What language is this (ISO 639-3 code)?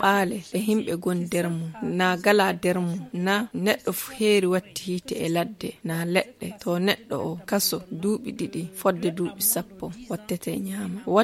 ful